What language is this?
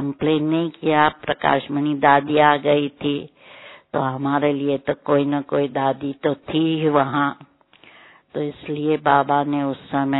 Hindi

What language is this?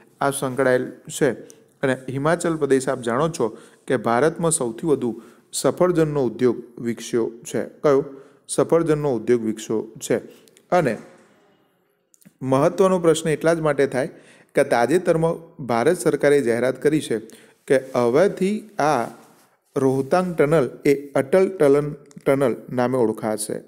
Gujarati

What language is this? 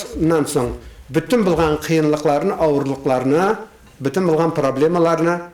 Bashkir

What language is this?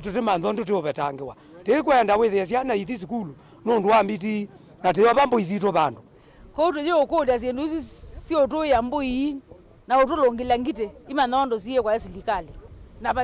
Kamba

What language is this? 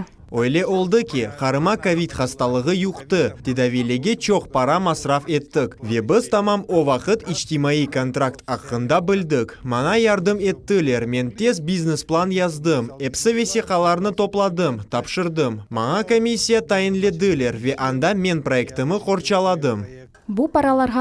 Crimean Tatar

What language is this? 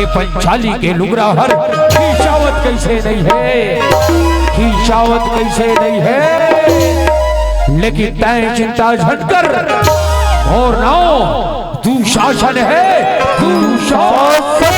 Chhattisgarhi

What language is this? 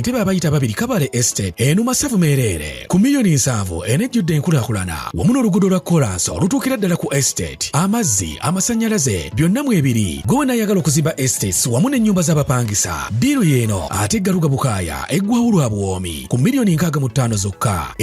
Ganda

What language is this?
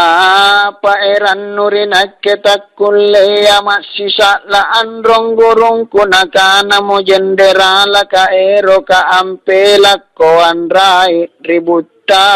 Makasar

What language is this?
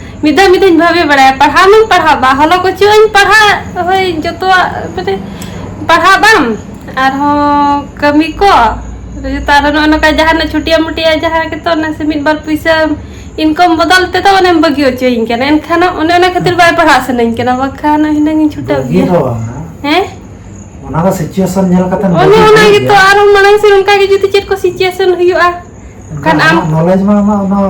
Santali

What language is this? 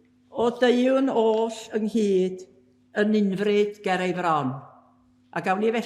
Welsh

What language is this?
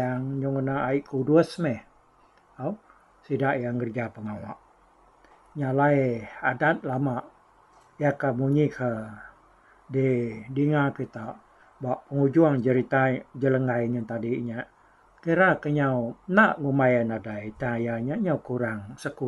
Iban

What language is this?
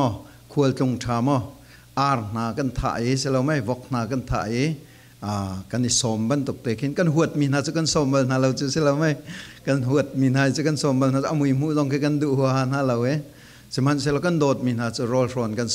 Falam Chin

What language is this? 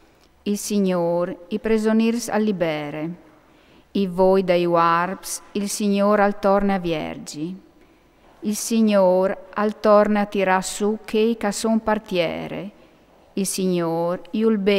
Friulian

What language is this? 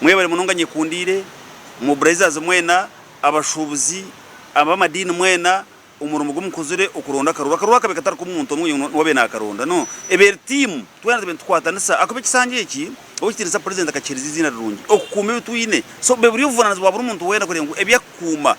Nyankole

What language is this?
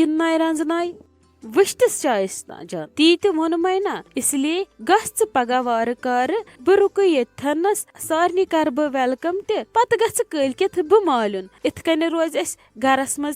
Kashmiri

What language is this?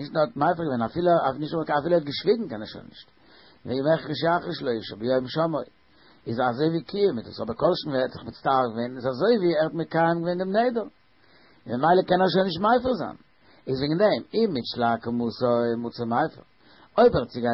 Yiddish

